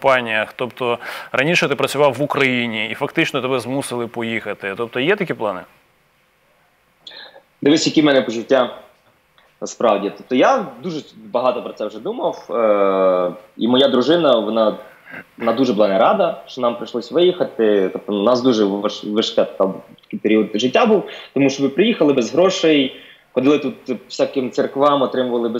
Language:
Ukrainian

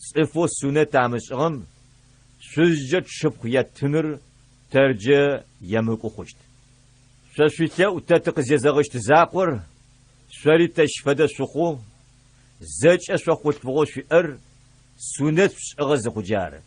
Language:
Adyghe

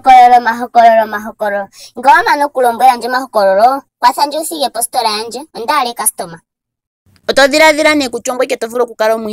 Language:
Ndonga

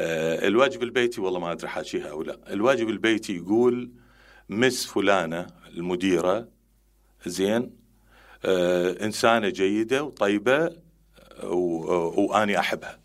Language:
Mesopotamian Arabic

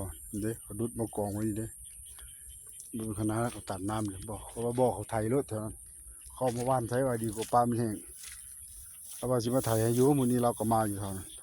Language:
Lao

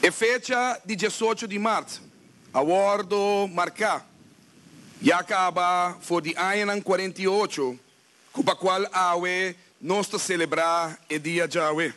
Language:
Papiamento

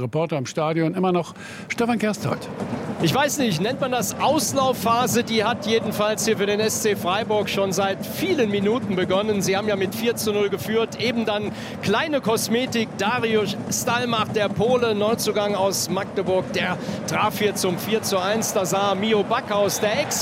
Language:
German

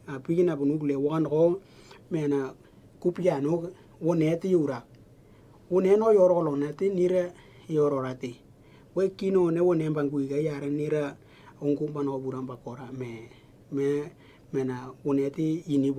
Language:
Western Dani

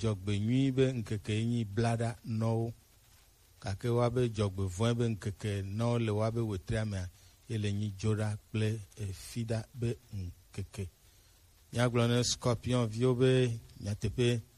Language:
Gen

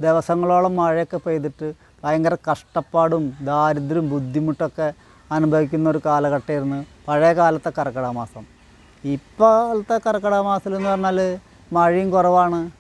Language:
Malayalam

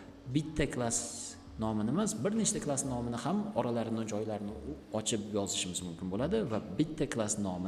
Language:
Uzbek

